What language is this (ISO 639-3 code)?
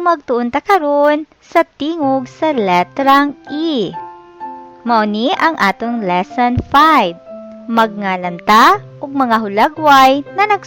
ceb